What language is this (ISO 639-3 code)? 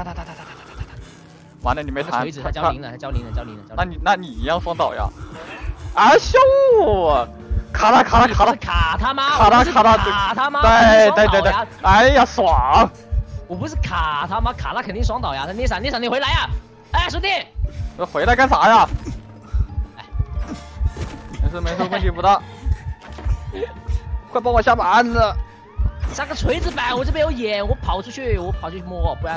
zho